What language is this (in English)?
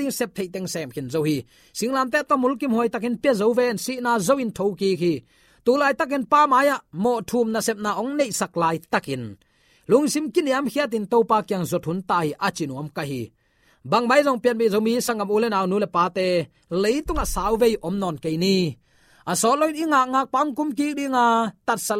Tedim Chin